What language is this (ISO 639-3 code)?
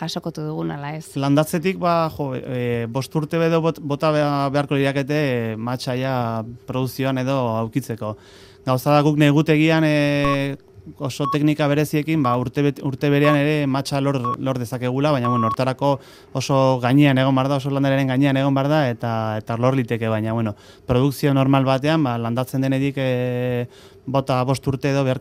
eus